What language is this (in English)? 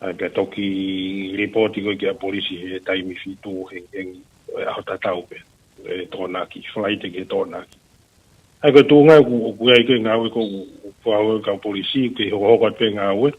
Tongan